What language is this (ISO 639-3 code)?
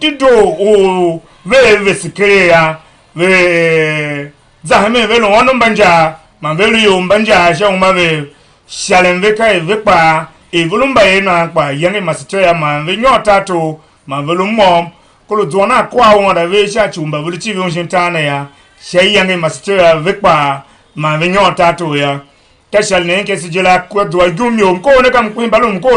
tiv